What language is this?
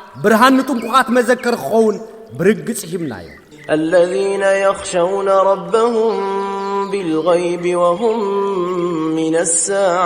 Tigrinya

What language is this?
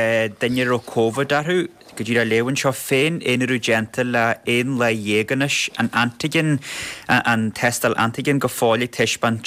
Irish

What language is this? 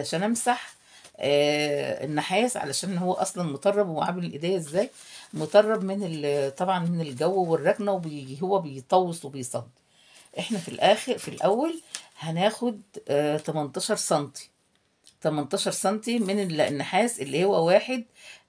Egyptian Arabic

